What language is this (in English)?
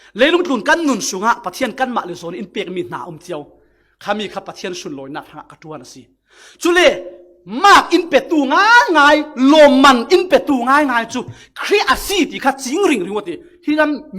Falam Chin